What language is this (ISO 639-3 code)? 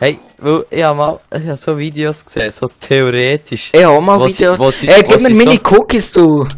gsw